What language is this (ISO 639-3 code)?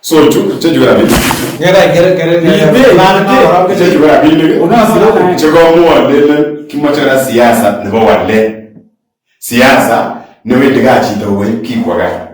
kln